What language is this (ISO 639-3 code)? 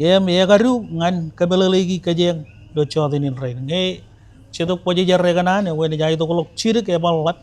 mah